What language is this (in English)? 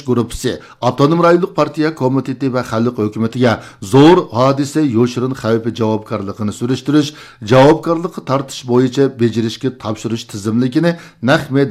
Uyghur